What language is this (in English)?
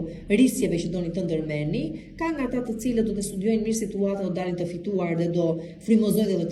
Albanian